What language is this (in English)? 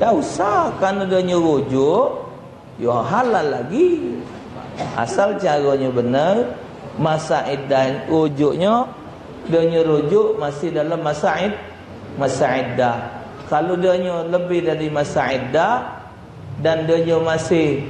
Musi